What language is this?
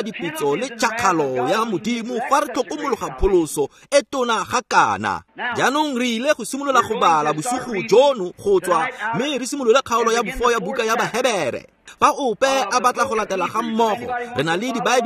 Tswana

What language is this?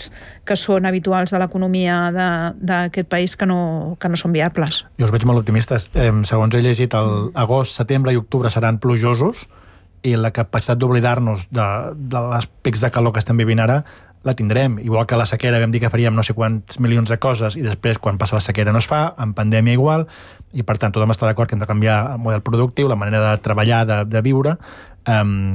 Catalan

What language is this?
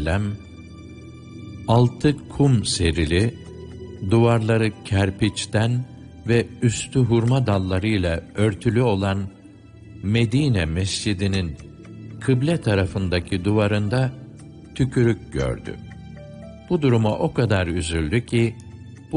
Turkish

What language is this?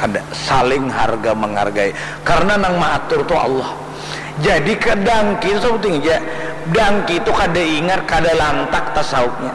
Banjar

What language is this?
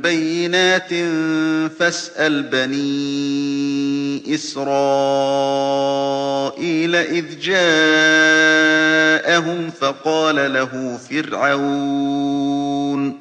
Galician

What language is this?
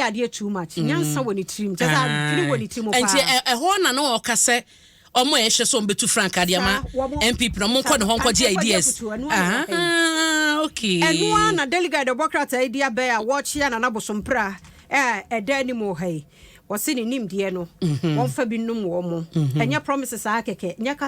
Akan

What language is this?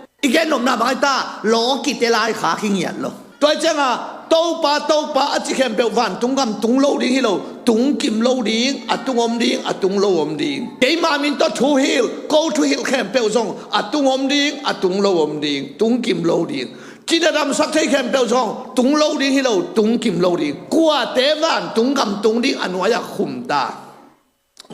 Tedim Chin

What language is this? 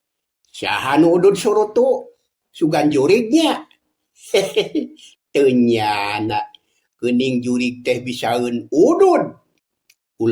Sundanese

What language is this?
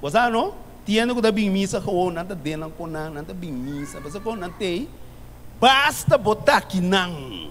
Papiamento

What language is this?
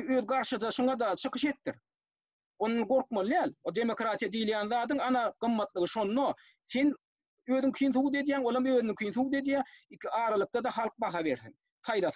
Turkmen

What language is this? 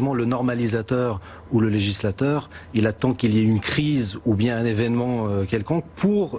French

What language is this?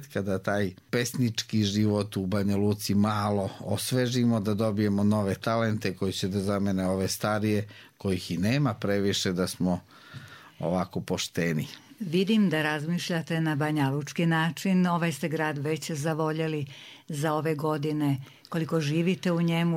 Serbian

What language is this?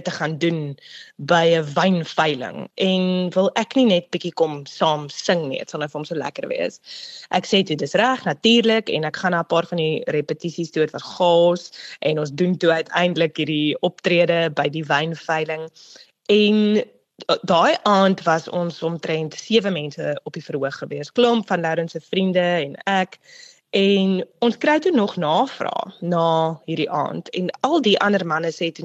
Afrikaans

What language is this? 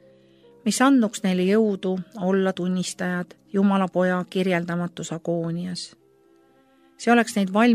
Estonian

